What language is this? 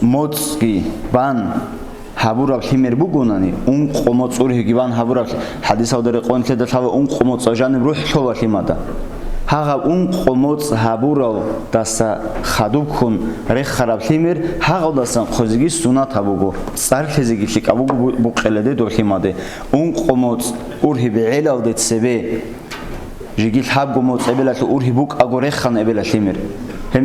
Avaric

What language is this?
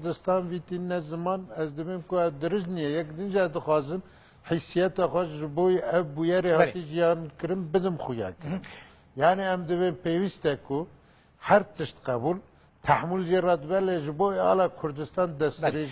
Kurdish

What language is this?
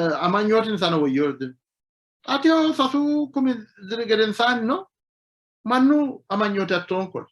Sidamo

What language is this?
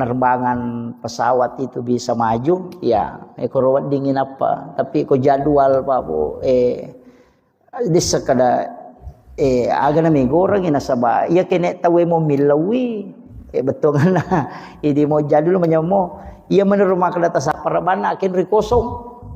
Buginese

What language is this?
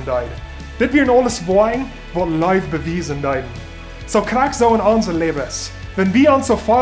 Plautdietsch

